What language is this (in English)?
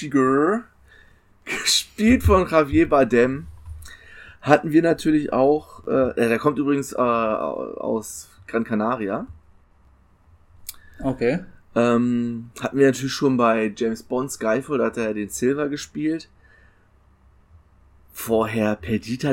German